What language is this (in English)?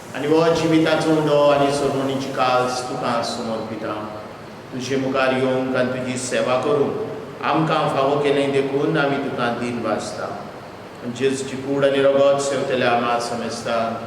Konkani